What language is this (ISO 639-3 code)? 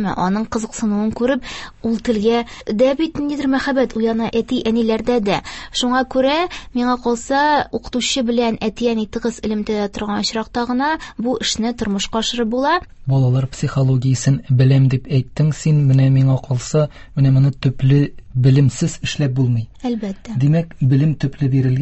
tat